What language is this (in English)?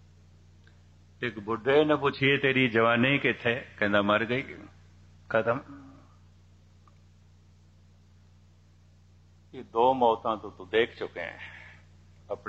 Punjabi